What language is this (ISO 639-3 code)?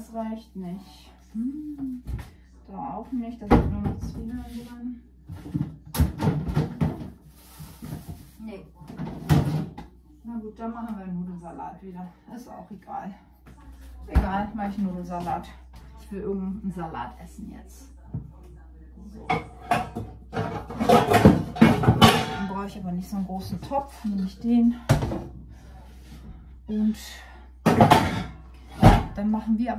deu